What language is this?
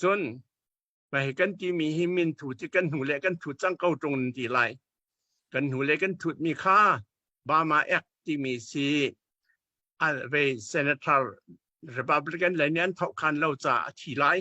Hakha Chin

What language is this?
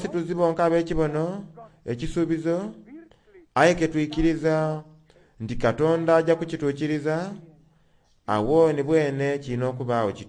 Soga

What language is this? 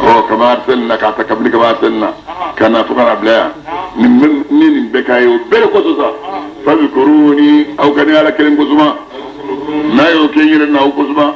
Bambara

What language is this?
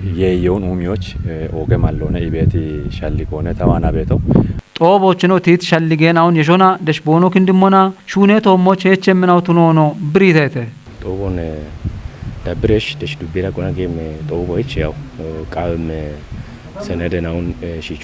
Kafa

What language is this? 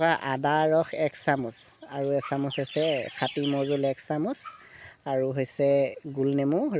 Assamese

